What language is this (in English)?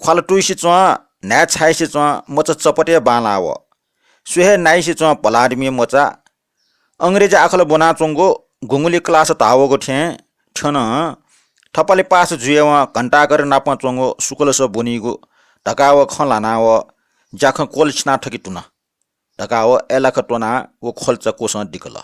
Newari